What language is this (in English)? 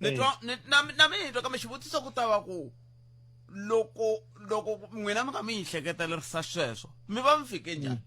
Tsonga